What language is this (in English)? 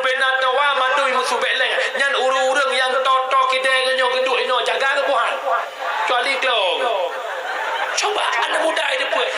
Achinese